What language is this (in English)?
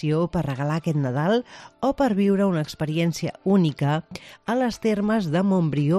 Catalan